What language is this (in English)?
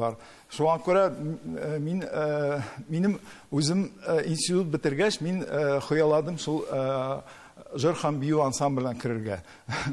Tatar